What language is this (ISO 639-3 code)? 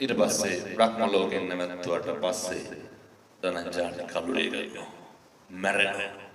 sin